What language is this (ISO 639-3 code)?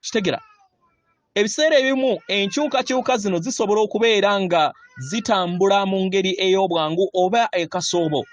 lug